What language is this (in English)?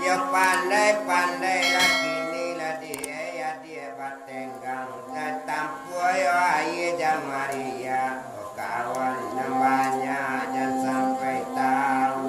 Minangkabau